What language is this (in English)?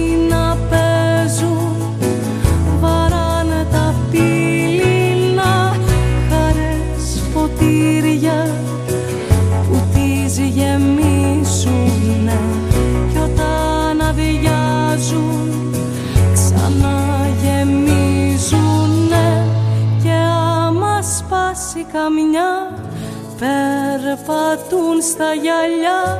Greek